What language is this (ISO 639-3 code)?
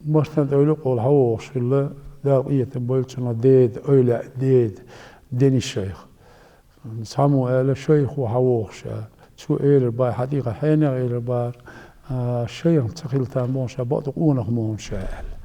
che